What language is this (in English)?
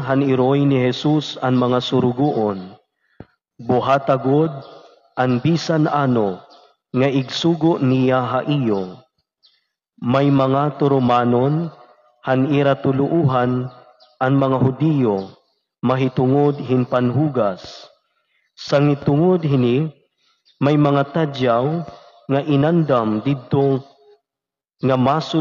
Waray